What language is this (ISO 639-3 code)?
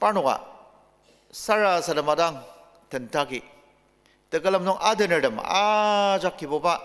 njo